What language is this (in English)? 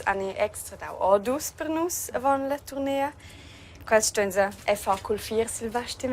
Romansh